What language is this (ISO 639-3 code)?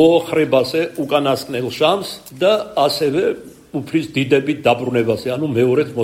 kat